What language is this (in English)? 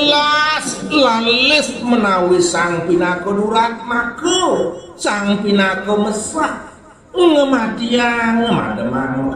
Balinese